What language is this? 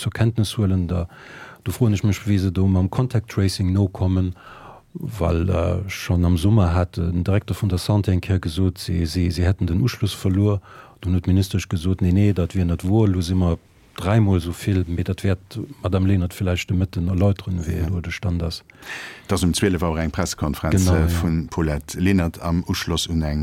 Luxembourgish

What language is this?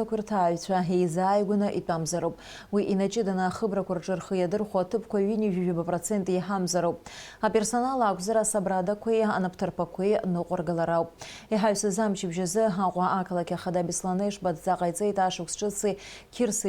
Abkhazian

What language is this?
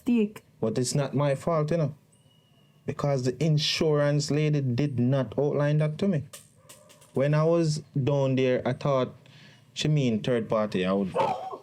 Jamaican Creole English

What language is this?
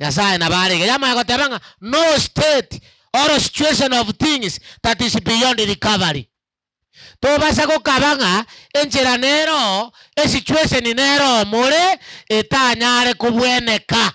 Gusii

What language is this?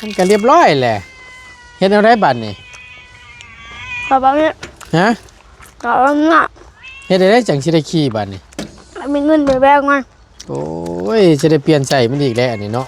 Northeastern Thai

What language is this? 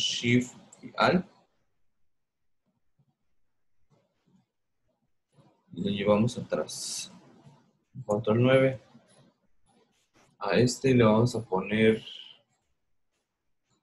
Spanish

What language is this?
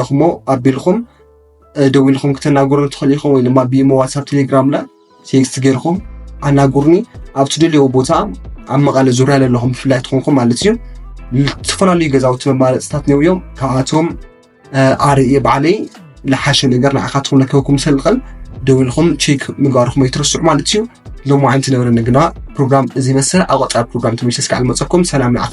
Tigrinya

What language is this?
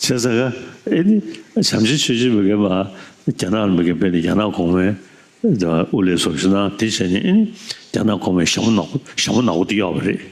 Tibetan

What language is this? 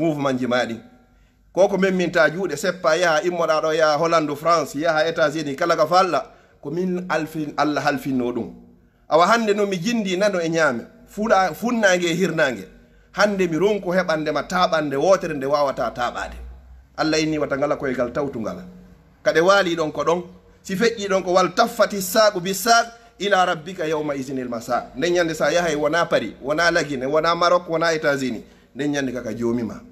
Fula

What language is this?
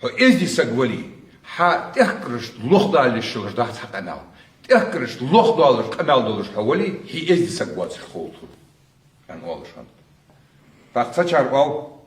Ingush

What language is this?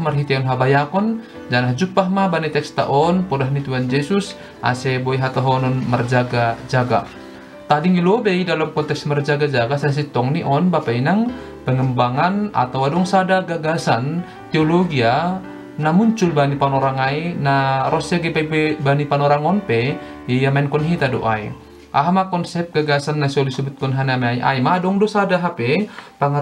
Batak Simalungun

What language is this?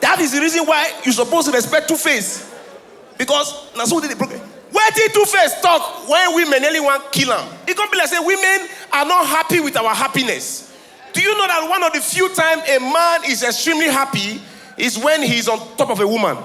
Nigerian Pidgin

